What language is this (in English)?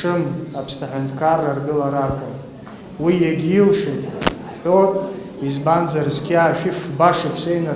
Abkhazian